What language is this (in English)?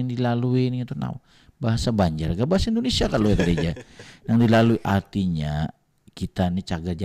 Banjar